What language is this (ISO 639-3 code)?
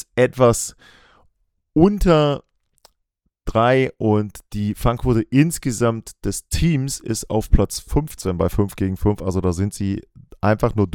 deu